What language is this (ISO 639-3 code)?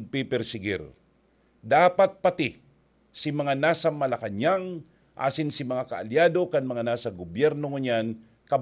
bik